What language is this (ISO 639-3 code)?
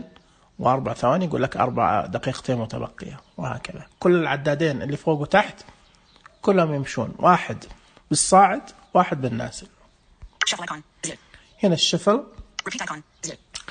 ars